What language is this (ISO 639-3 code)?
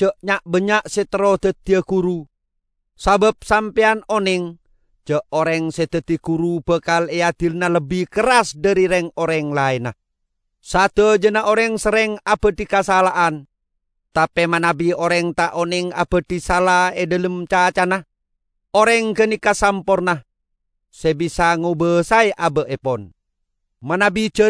mad